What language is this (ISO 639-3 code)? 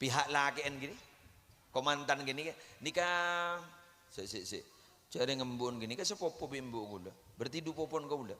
mad